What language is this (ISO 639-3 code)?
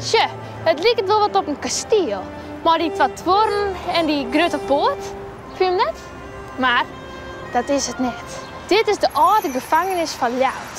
fry